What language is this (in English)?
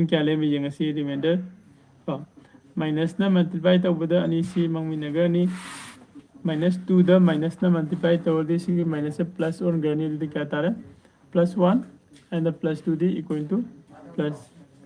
Manipuri